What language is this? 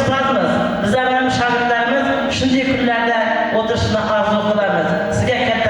Kara-Kalpak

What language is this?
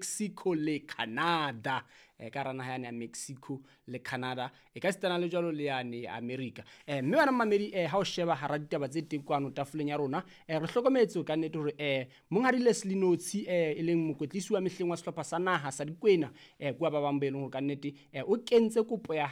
Southern Sotho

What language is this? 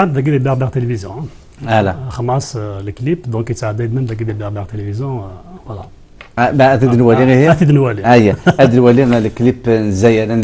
Kabyle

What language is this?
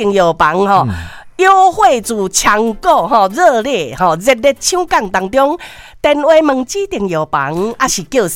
Min Nan Chinese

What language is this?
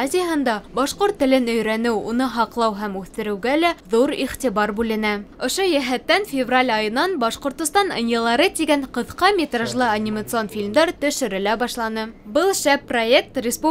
Bashkir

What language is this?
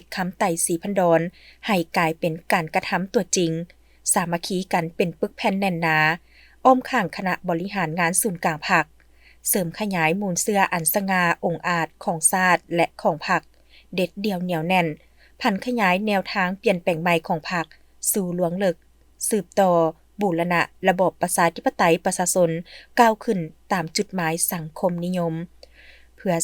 Lao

